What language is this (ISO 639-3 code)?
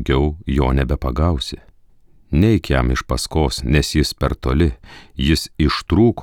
lit